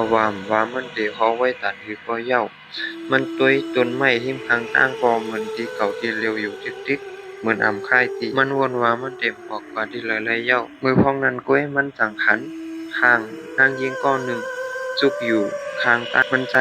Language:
Shan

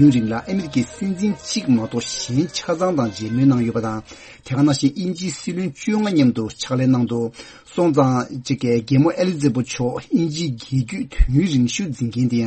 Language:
Tibetan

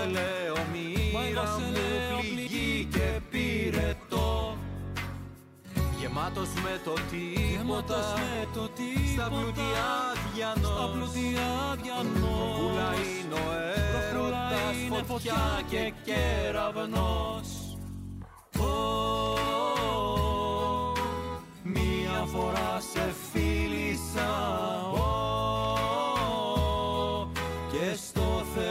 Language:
Greek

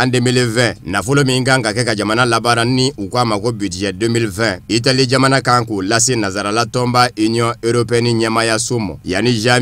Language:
Bambara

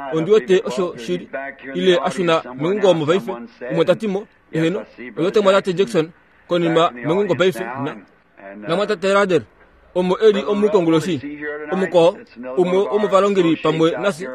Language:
Kuanyama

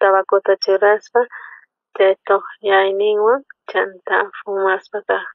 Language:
South Bolivian Quechua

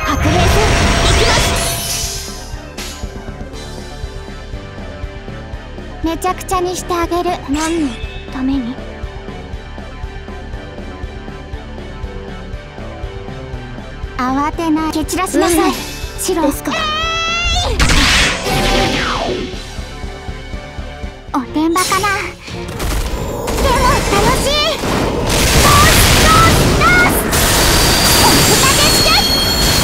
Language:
Japanese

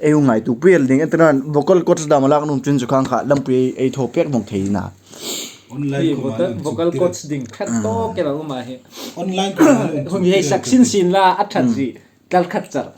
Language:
Hmar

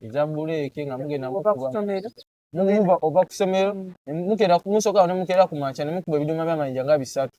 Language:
Ganda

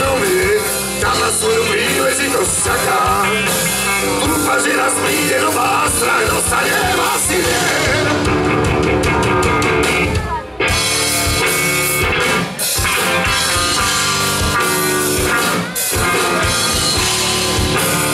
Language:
Slovak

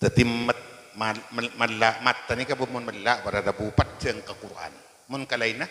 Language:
Madurese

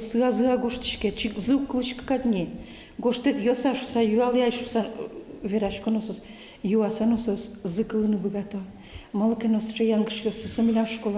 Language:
Udmurt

